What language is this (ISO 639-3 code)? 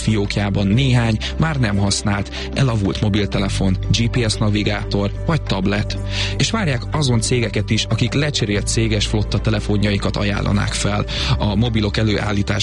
hun